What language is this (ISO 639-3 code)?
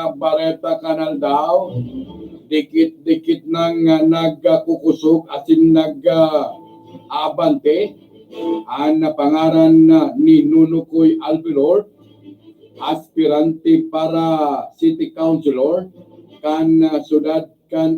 bik